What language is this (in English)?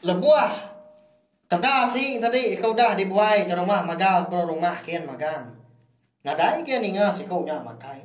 Iban